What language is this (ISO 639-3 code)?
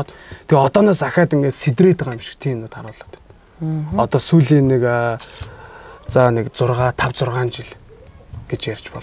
mon